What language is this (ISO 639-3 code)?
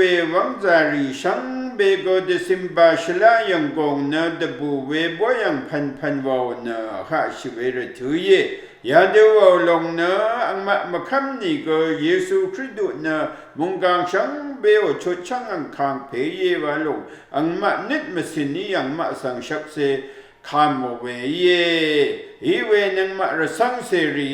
raw